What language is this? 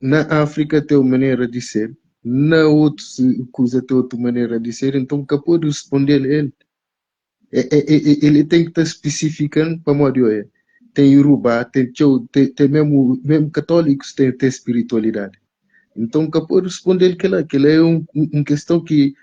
Kabuverdianu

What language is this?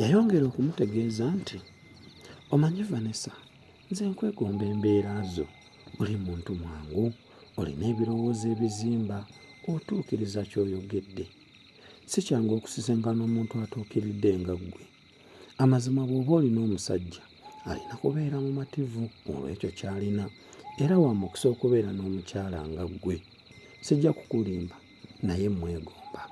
Ganda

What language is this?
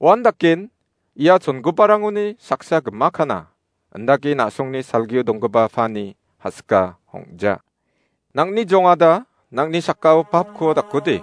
Garo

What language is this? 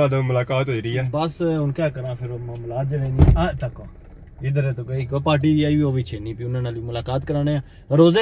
Pahari-Potwari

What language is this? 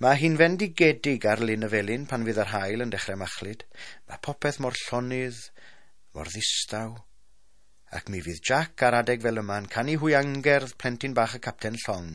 Welsh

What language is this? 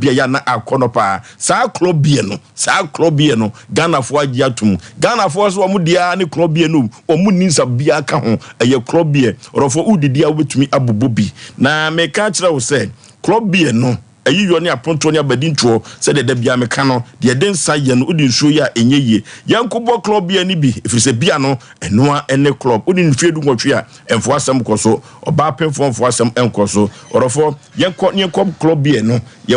Akan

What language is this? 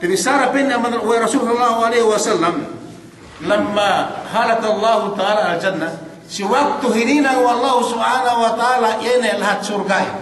Yakan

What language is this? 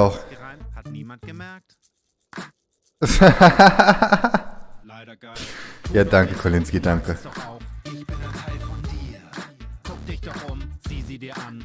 German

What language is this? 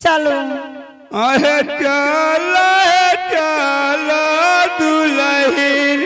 Angika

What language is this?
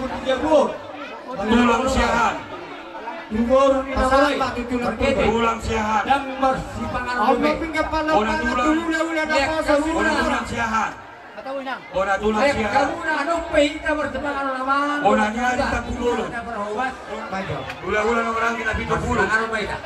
Batak Toba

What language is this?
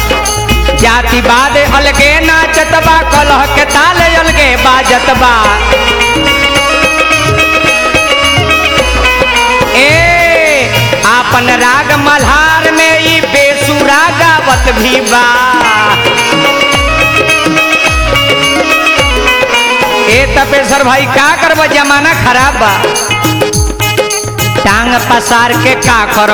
Bhojpuri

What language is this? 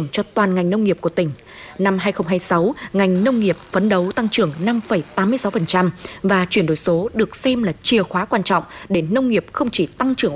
Vietnamese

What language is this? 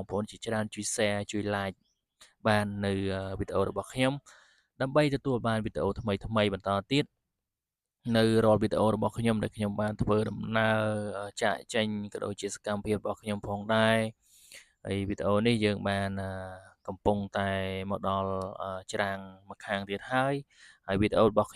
Khmer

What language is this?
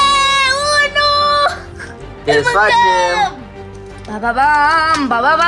Romanian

